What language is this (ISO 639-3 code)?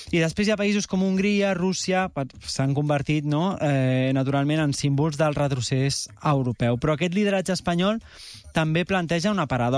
cat